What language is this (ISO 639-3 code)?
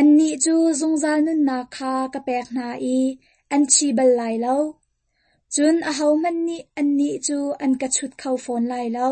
cnh